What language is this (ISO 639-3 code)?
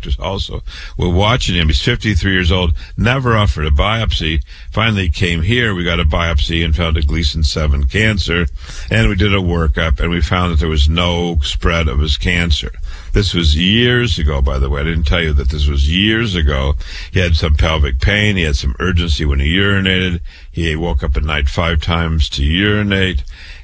eng